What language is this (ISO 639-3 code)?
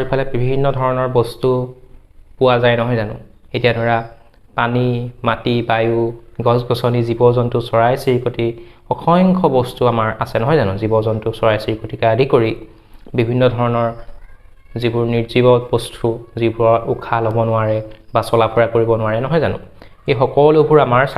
asm